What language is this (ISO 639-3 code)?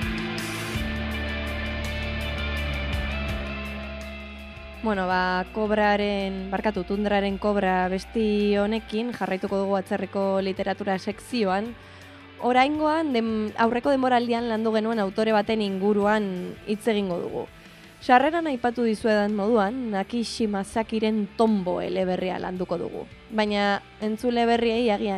eus